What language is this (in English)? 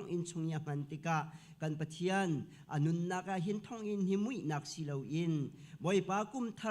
Hakha Chin